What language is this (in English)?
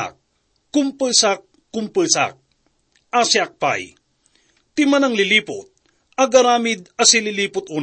Iloko